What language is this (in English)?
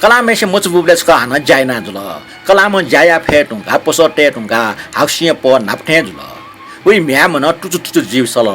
Newari